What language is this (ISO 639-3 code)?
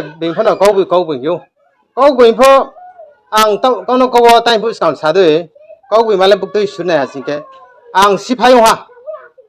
ria